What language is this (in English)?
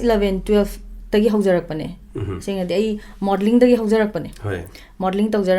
Manipuri